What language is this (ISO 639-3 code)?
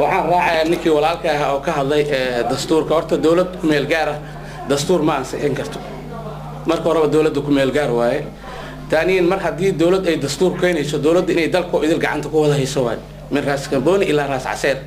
som